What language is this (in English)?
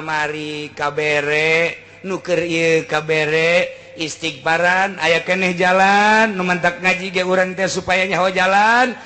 Sundanese